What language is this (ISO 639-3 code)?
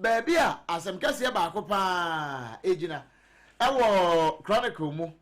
aka